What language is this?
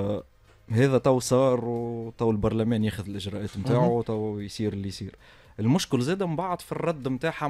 Tunisian Arabic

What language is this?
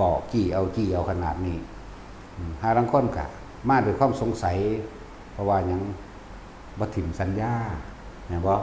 Lao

